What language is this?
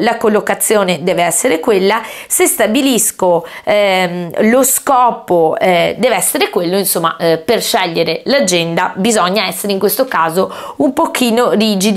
Italian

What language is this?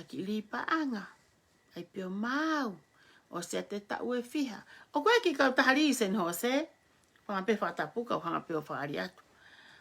Tongan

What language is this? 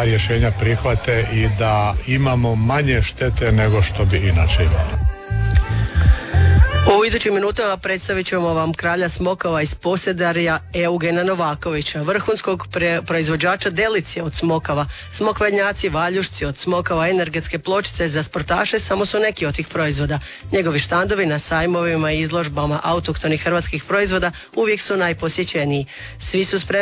Croatian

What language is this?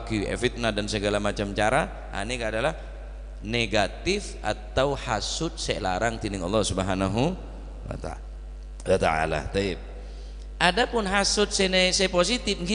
Madurese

